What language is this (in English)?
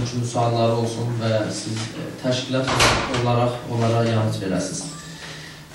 South Azerbaijani